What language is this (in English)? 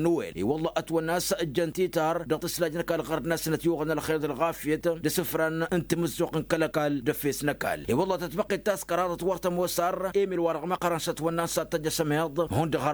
Tamasheq